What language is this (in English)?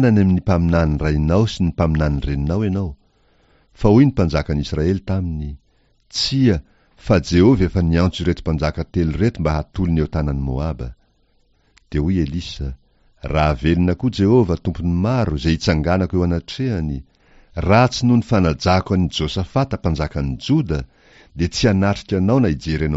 Malagasy